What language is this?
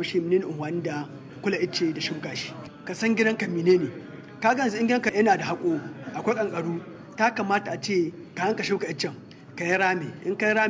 Hausa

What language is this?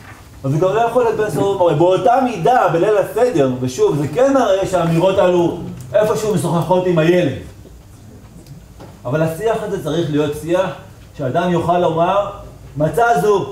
Hebrew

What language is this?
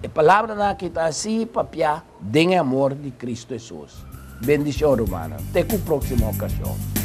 Papiamento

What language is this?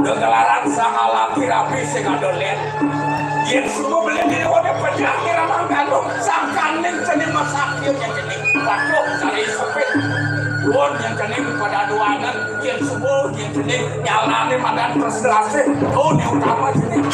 Balinese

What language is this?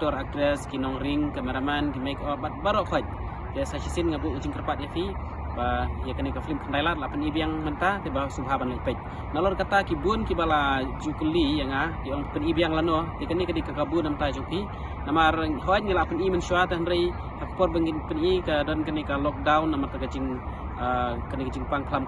Khasi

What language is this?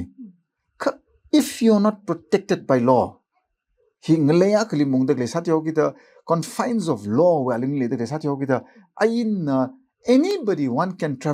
Tangkhul Naga (India)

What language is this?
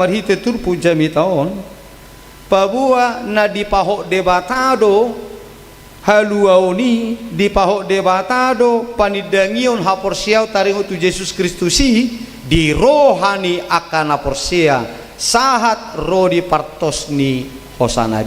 Batak Toba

